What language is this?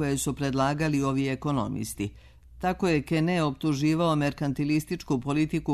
Serbian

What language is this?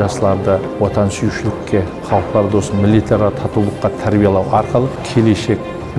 Kazakh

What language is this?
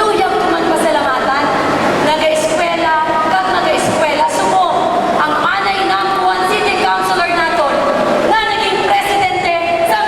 Hiligaynon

